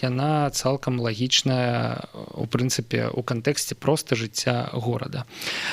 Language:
Belarusian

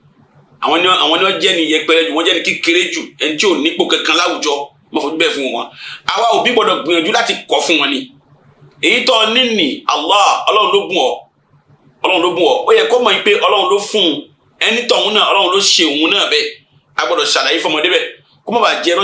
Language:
Yoruba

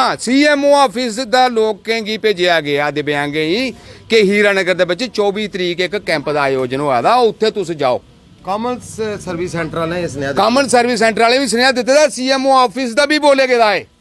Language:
Dogri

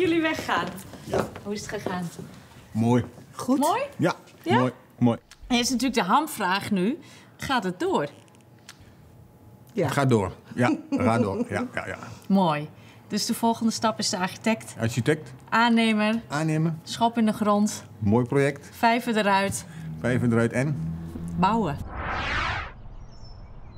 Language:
Dutch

